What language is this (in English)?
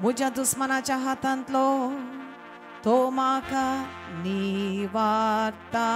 Konkani